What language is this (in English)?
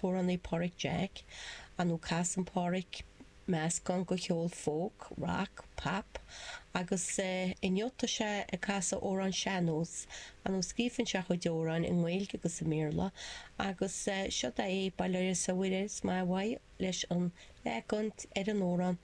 Irish